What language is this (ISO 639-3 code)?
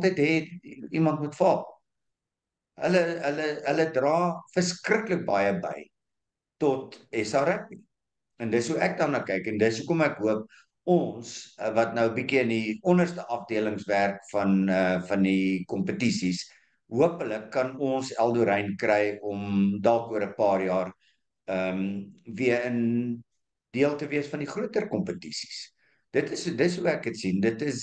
afr